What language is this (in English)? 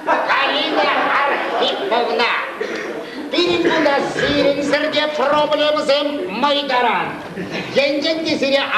Chuvash